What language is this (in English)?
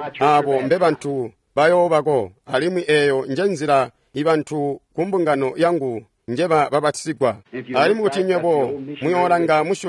Tonga (Zambia)